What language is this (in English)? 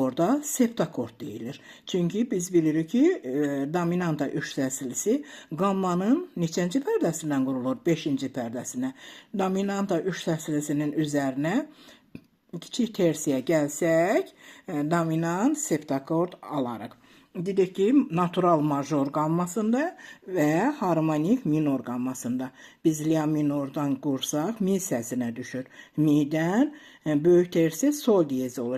Azerbaijani